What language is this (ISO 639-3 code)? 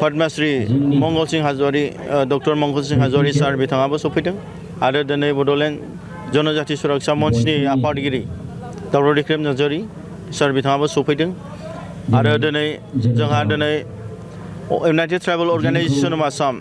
brx